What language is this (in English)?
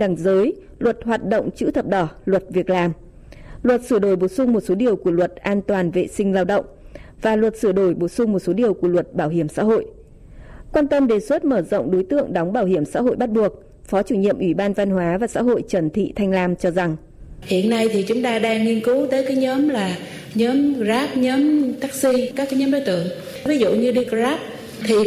Vietnamese